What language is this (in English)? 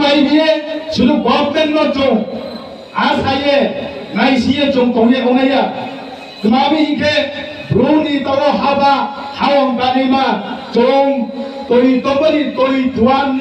Riang (India)